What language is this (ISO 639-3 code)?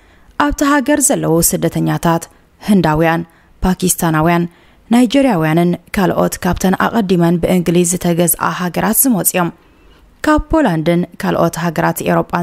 tir